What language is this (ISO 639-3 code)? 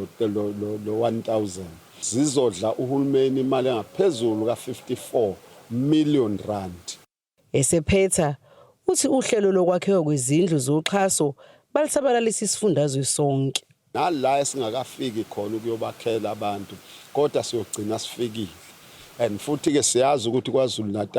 zul